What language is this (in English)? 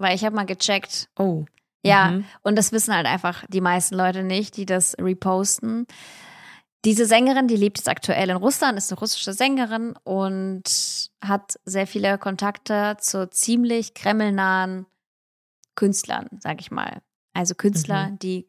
German